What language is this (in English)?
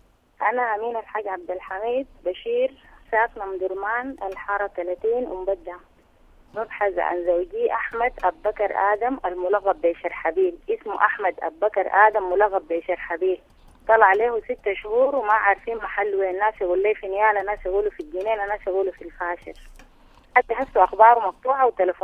Sudanese Arabic